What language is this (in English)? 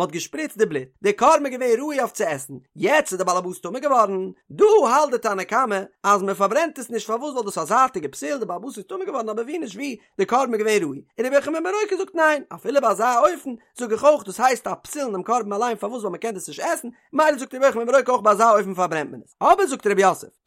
Yiddish